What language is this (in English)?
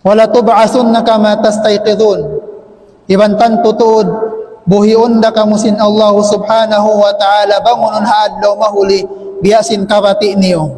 Tausug